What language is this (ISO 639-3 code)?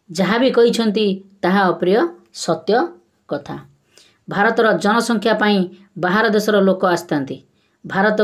ori